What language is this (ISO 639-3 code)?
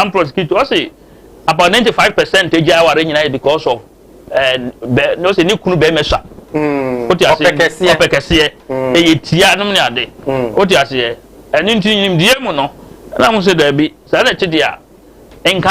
aka